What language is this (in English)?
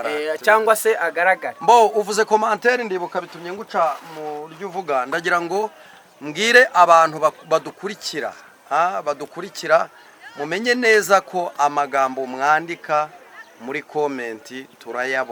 Kinyarwanda